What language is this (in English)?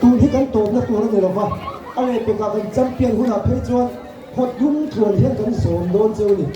Mizo